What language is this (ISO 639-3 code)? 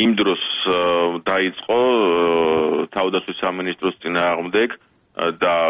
kat